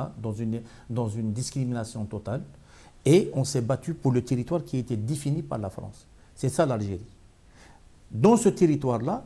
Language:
French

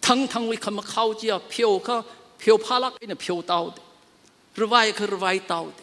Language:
Tangkhul Naga (India)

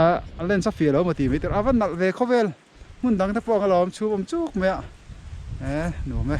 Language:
Mizo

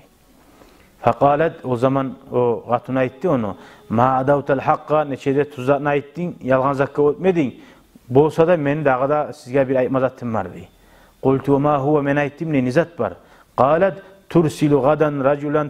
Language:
Kumyk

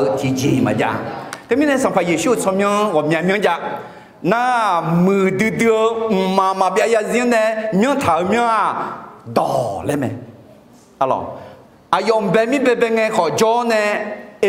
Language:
Akha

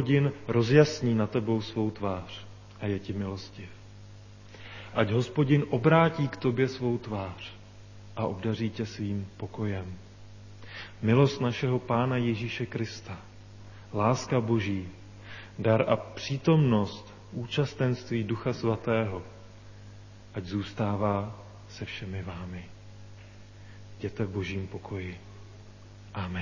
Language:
Czech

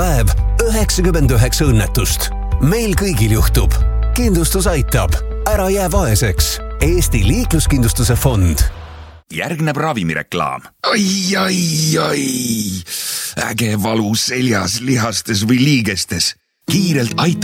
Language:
Estonian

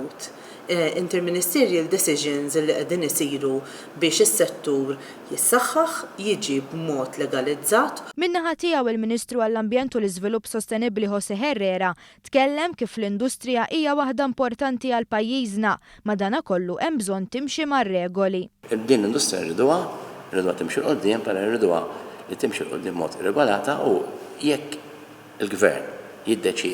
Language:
Maltese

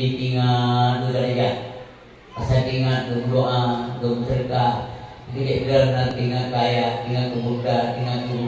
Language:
Achinese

